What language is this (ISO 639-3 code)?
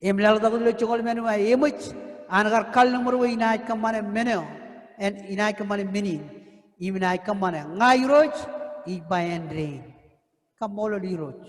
mah